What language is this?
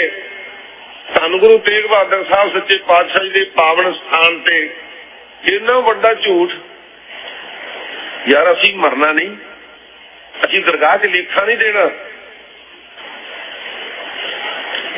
Punjabi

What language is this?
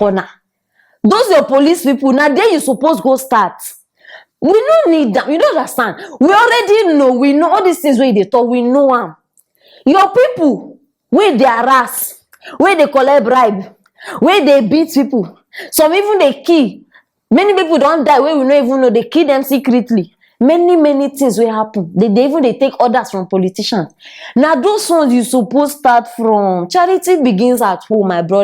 Nigerian Pidgin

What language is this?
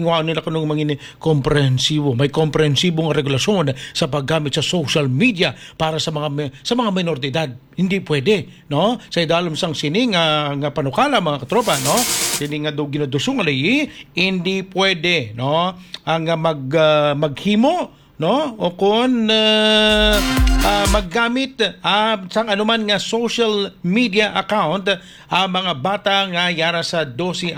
Hiligaynon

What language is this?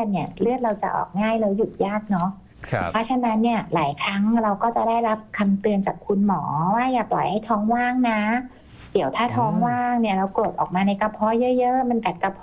Thai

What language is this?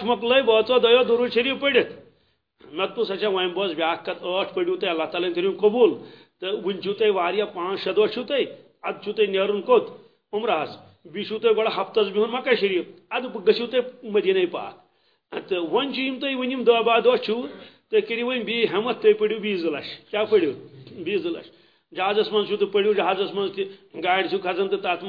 Kashmiri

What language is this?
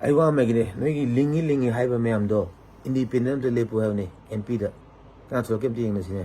Manipuri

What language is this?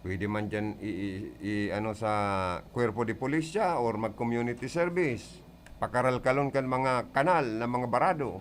Bikol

